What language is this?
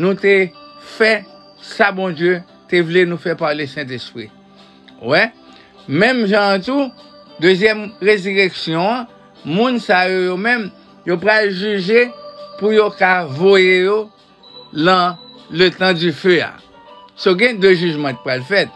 Haitian Creole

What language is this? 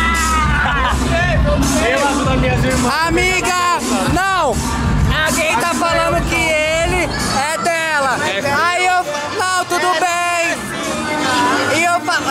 Portuguese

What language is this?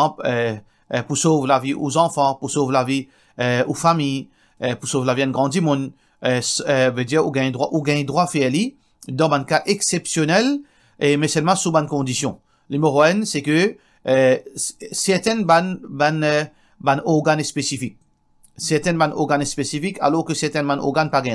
Morisyen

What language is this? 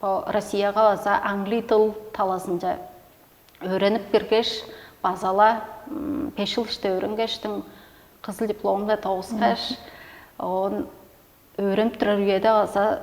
Tuvinian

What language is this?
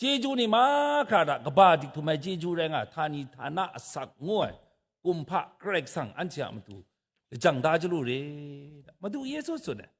Kachin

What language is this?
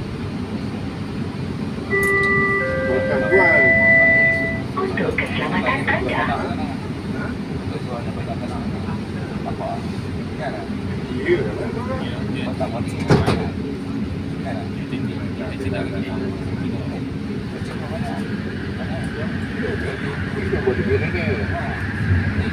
Malay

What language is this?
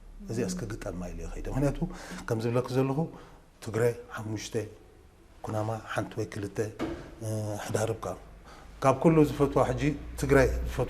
Tigrinya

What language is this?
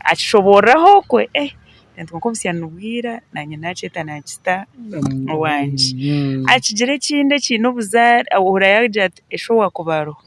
Nyankole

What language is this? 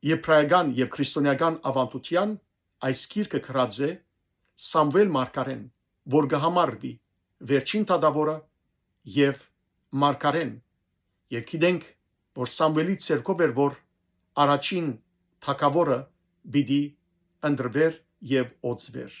Western Armenian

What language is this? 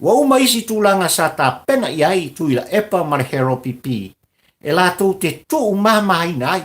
Samoan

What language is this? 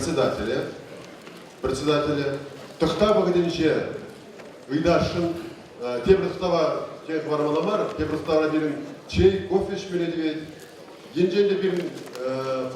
Chuvash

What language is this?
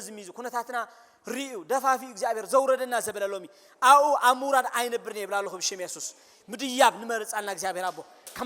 Tigrinya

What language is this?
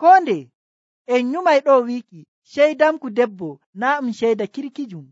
Nigerian Fulfulde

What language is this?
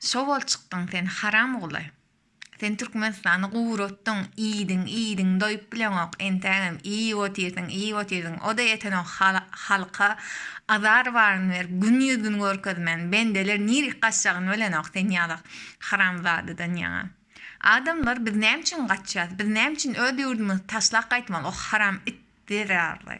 Turkmen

